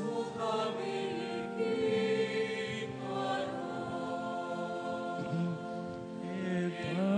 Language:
Pampanga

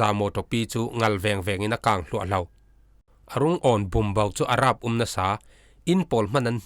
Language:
Falam Chin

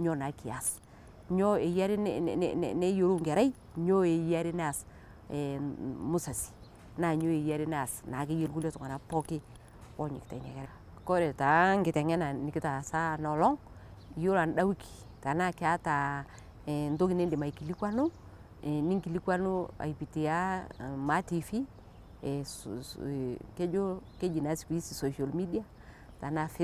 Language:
Masai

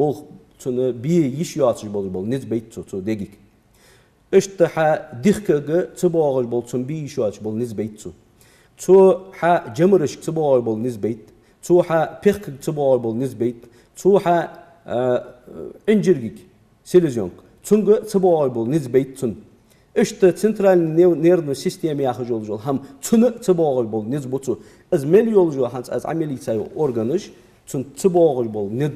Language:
Ingush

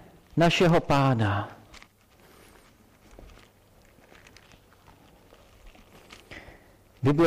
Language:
Czech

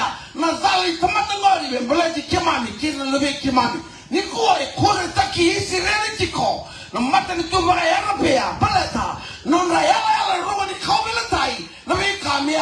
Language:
Fijian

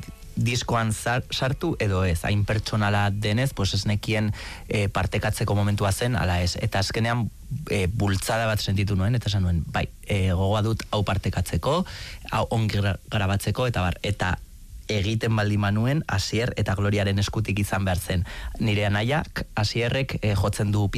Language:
Basque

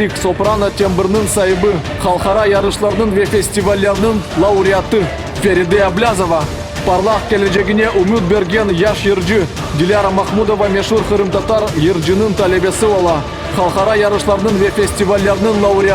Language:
Crimean Tatar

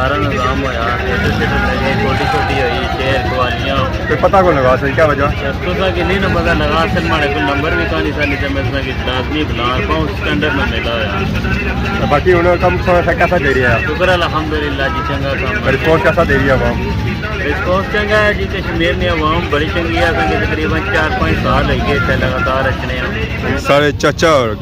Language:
Pahari-Potwari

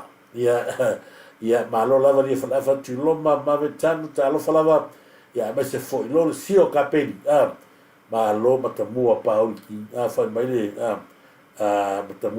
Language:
Samoan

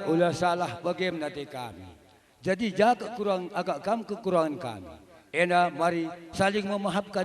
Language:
Batak Karo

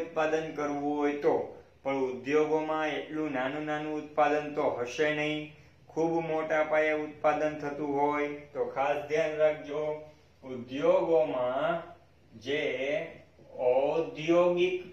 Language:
Gujarati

